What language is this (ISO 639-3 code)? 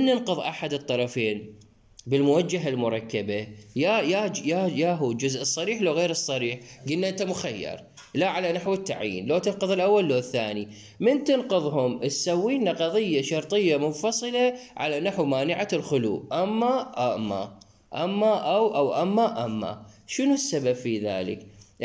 acm